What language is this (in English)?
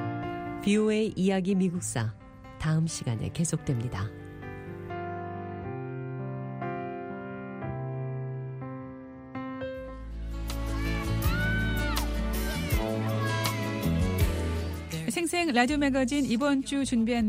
Korean